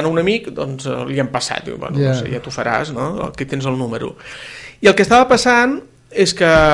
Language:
Catalan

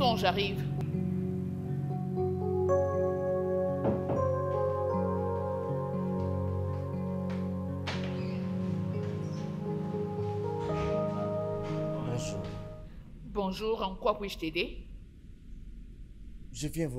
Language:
French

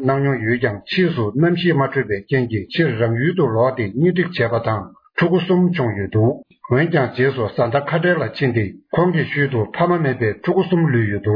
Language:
Tibetan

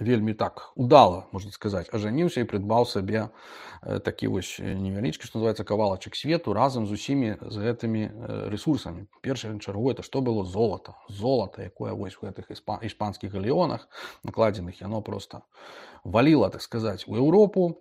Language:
Belarusian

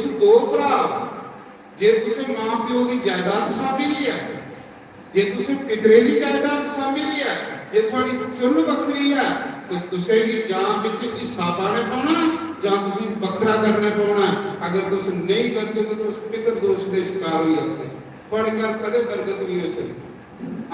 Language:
Dogri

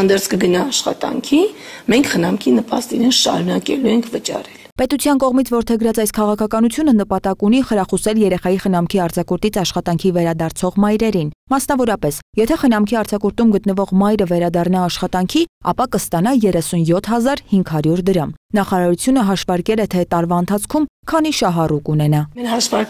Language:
Armenian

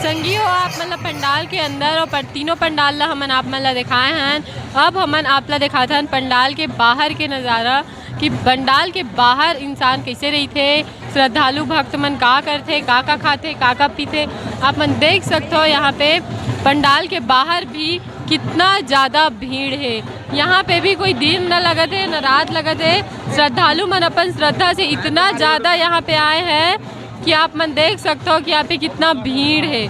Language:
Chhattisgarhi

